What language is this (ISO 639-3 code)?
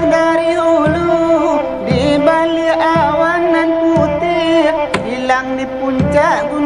min